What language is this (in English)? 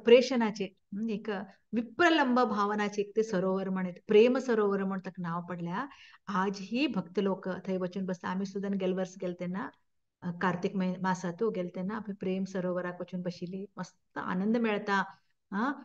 Konkani